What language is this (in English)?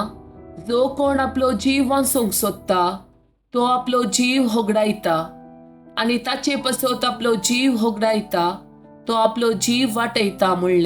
Konkani